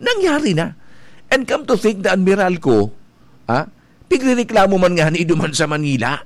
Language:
Bikol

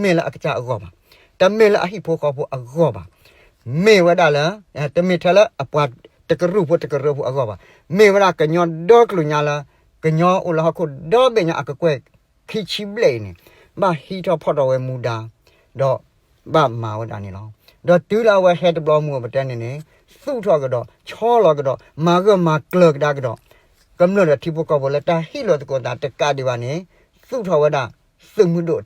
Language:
S'gaw Karen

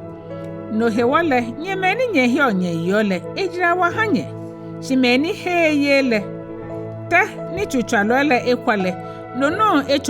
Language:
Ga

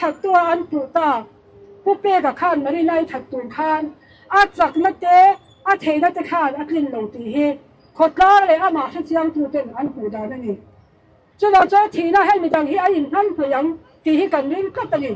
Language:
Mizo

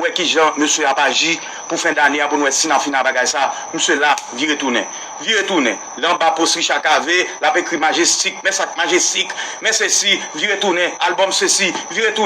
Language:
Haitian Creole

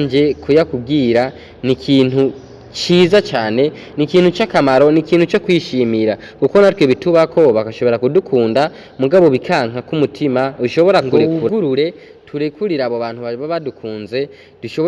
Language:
Rundi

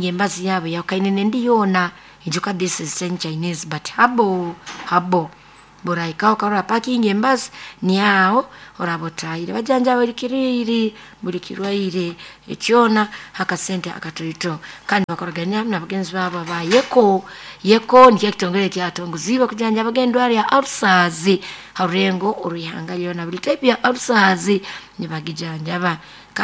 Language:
Nyoro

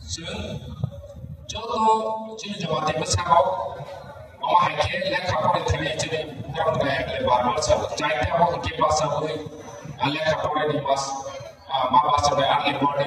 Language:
Kok Borok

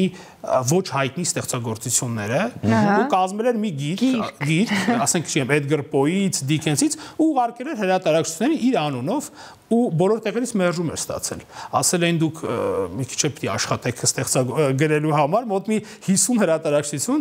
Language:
Armenian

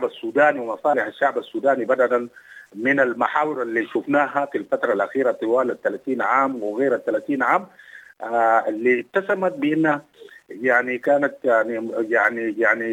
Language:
Sudanese Arabic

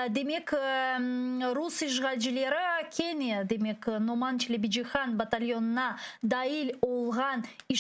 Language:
Crimean Tatar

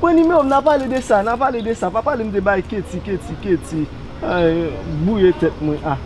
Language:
Haitian Creole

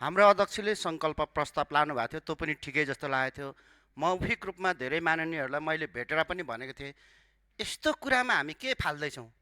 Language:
Nepali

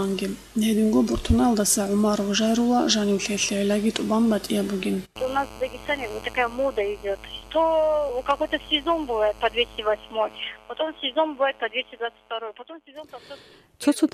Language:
Avaric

